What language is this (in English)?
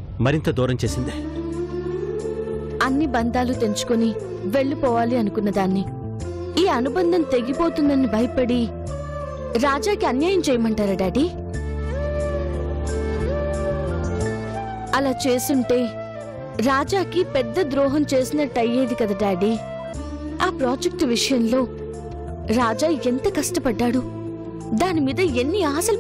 Telugu